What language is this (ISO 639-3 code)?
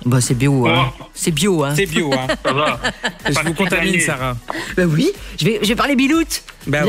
fra